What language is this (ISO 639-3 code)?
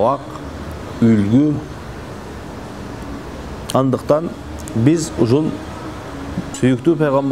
kir